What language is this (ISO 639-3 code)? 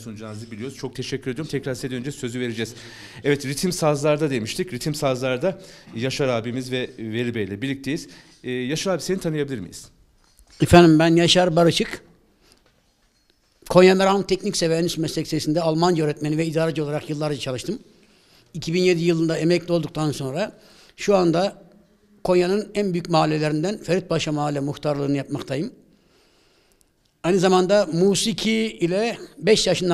tur